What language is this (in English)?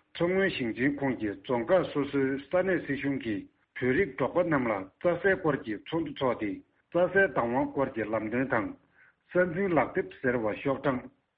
Tibetan